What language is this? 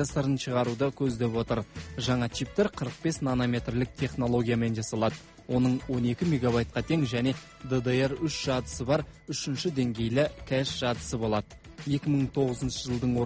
Kazakh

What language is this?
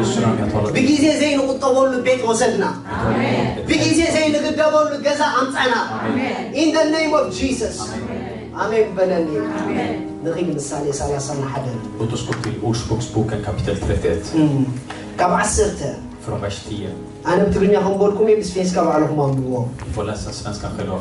Tigrinya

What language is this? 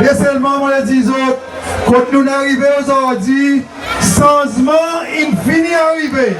Seselwa Creole French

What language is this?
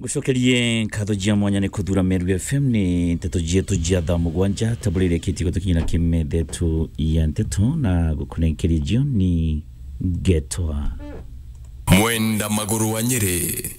Meru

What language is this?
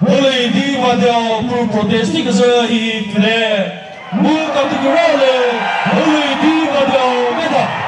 Chokri Naga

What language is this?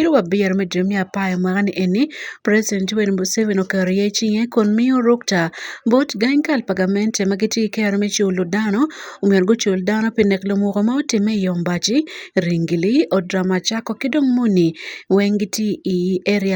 Acoli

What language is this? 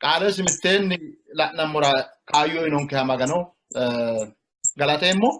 Sidamo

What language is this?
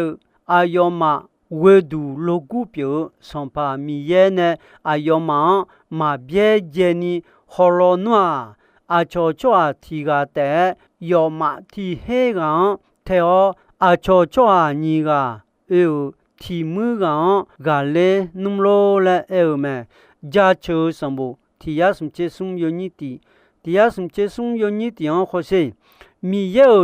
Akha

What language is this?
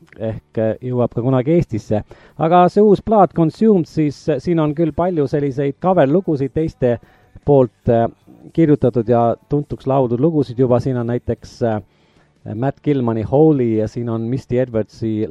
Estonian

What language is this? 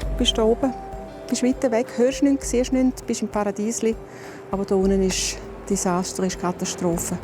Swiss German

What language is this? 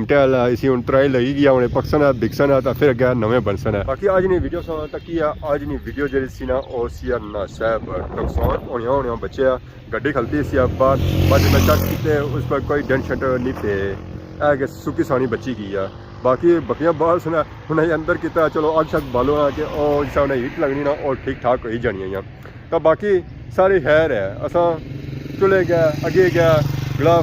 Pahari-Potwari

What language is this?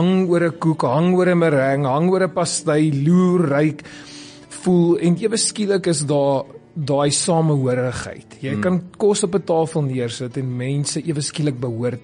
Afrikaans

